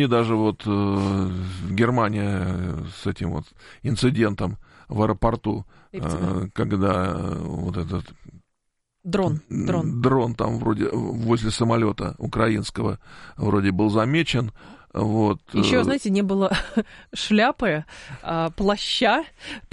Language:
Russian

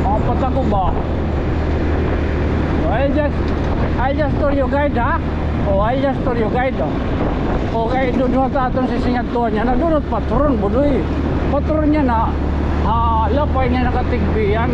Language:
Waray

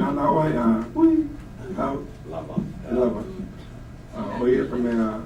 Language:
Hawaiian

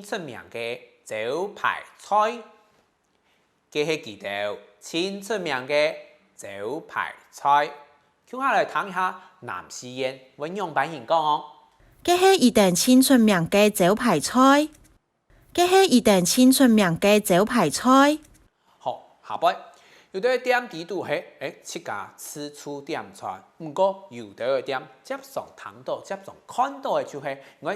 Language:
Hakka Chinese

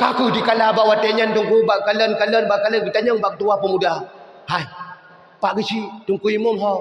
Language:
Achinese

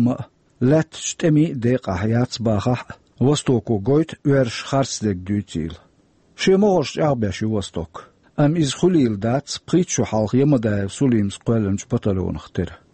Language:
Chechen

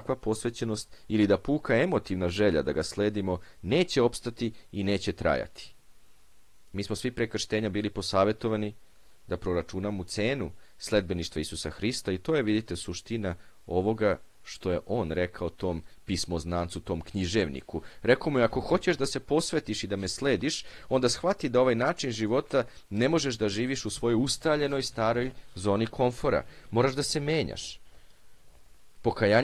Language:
Serbian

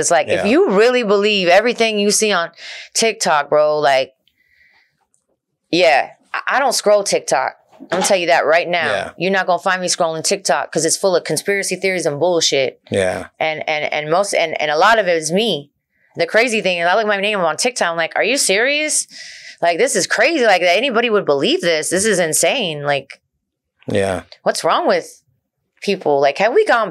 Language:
English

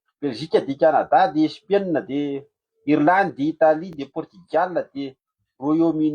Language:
Malagasy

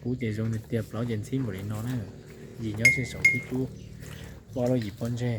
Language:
Hmong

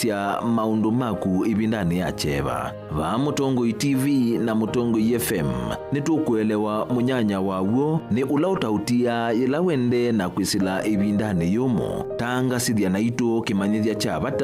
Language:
Kamba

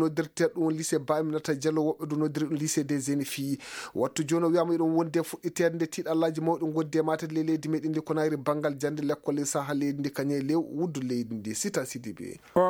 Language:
Maasina Fulfulde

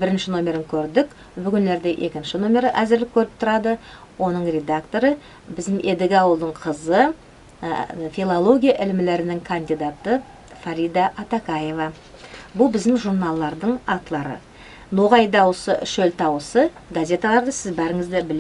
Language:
Nogai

